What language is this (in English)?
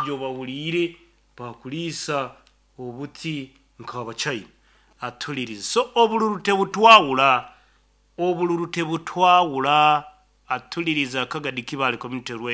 Nyankole